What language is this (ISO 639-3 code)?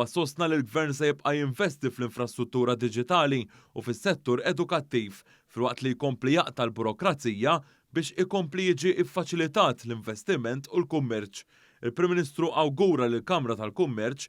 mlt